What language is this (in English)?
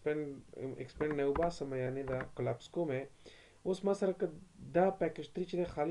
Pashto